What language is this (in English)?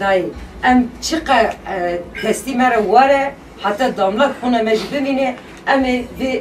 Central Kurdish